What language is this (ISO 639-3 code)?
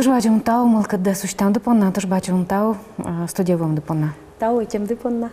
udm